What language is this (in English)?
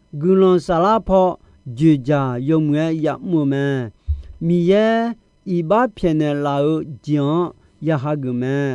Akha